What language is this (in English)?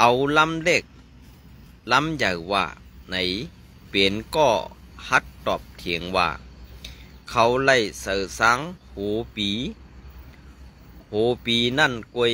Shan